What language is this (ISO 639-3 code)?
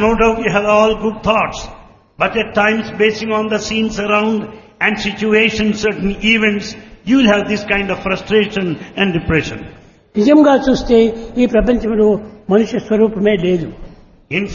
tel